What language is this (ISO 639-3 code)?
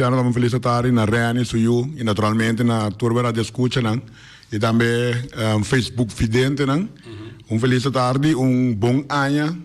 pap